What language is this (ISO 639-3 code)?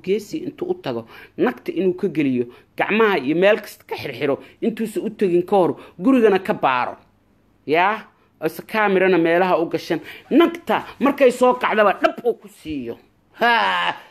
som